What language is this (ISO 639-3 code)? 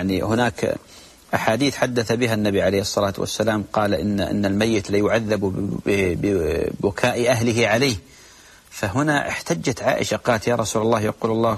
ara